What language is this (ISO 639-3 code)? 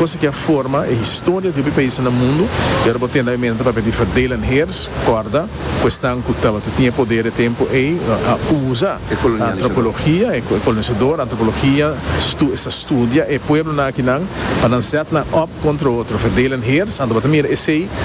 pap